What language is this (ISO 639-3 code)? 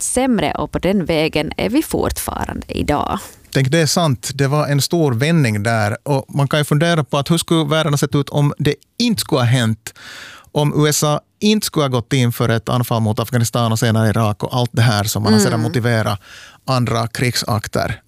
swe